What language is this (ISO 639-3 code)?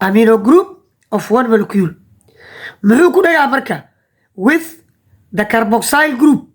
som